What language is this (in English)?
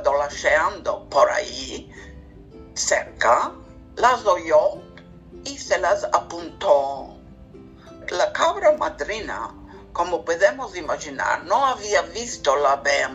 Ladino